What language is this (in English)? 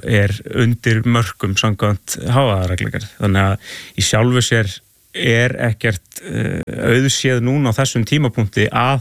Icelandic